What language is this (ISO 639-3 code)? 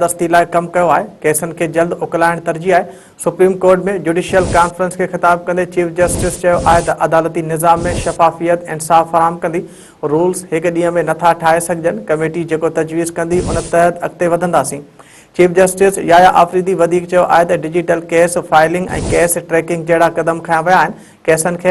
snd